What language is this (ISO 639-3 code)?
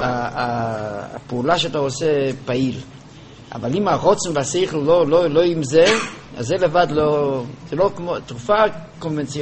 heb